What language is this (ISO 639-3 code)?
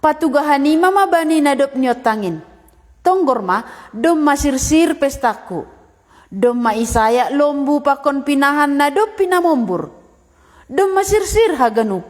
bts